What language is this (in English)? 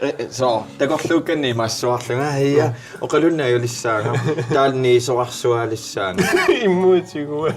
Kalaallisut